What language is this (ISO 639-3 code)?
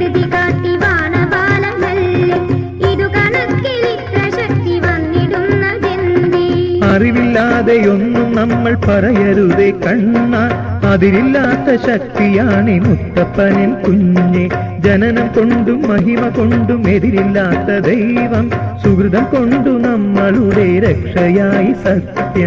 mal